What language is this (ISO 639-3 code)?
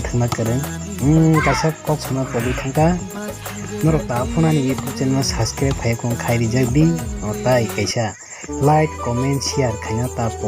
trp